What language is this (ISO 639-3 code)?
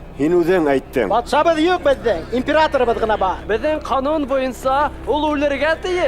bak